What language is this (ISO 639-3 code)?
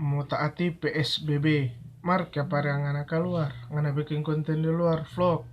xmm